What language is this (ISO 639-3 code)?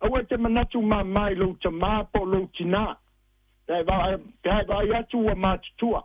smo